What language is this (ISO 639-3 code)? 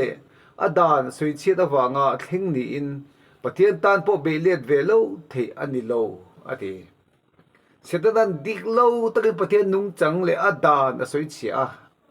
lus